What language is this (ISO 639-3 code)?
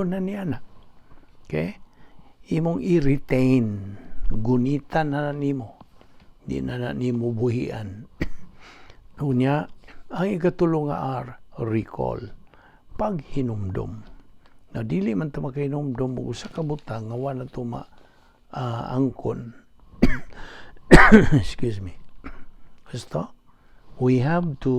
ceb